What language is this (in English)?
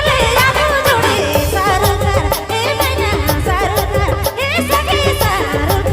Sadri